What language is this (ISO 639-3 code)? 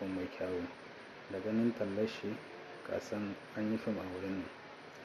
hau